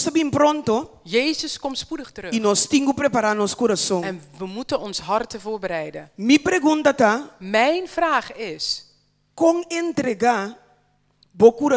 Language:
Papiamento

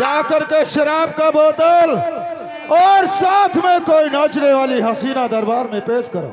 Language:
Awadhi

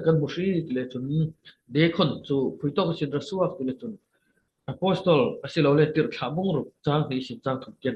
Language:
Falam Chin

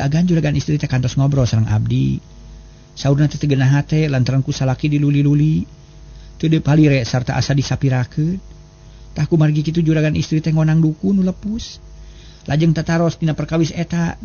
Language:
Sundanese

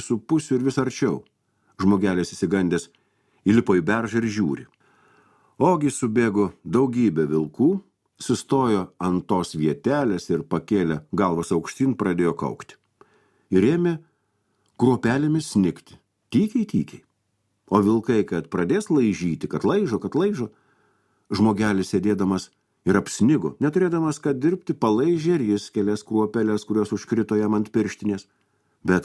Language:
Lithuanian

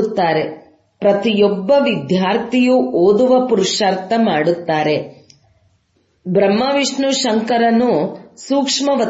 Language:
Kannada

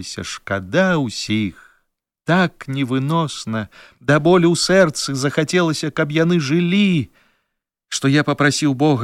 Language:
Belarusian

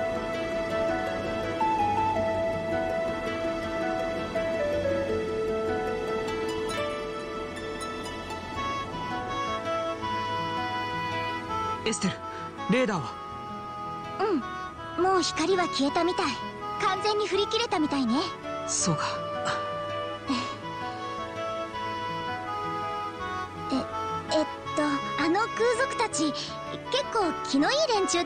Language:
Japanese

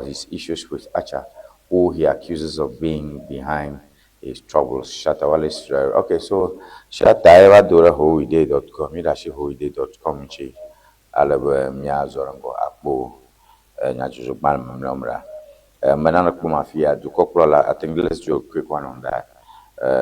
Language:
Ewe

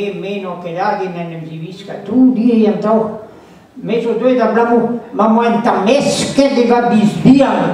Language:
Breton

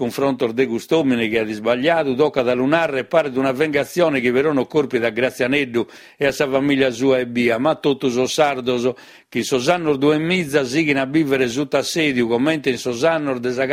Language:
Sardinian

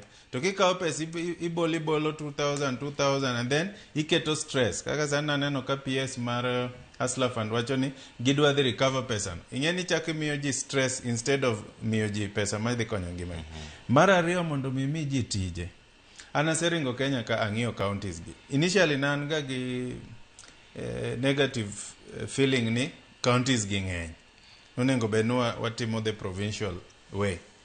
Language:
Luo (Kenya and Tanzania)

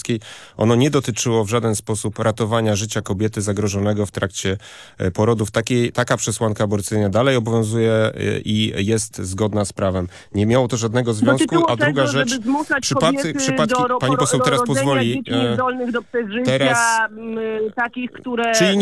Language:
Polish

